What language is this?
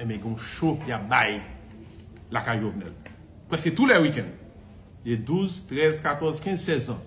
Haitian Creole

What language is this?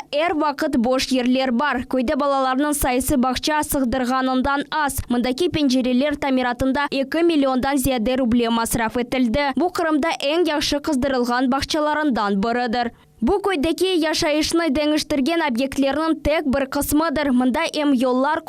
Crimean Tatar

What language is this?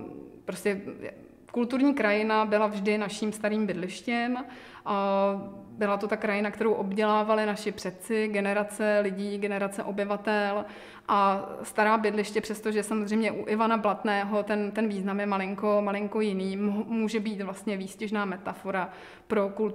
Czech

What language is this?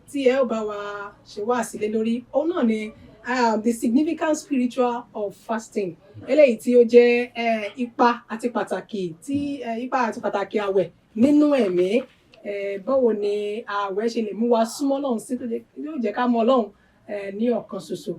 Yoruba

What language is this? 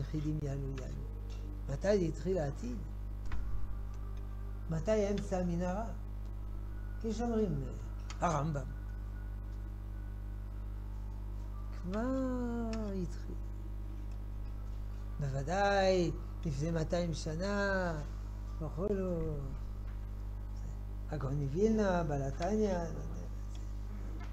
Hebrew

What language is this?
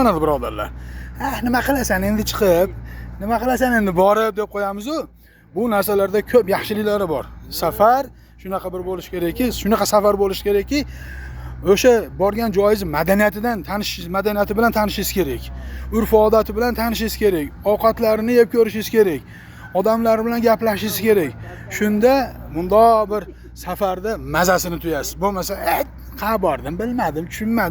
Uzbek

